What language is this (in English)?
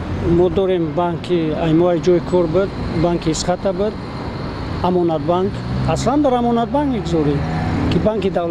Tajik